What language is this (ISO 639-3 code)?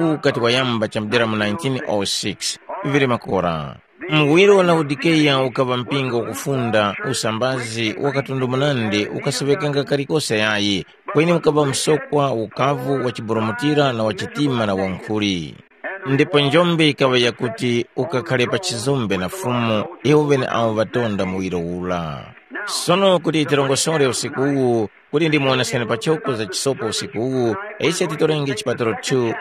tum